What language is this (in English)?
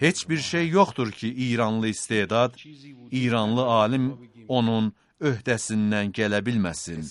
Azerbaijani